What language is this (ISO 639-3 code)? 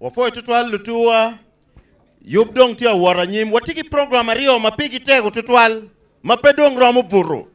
ach